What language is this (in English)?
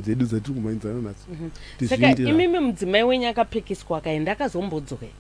Shona